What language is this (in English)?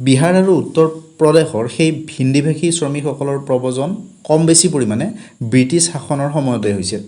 Assamese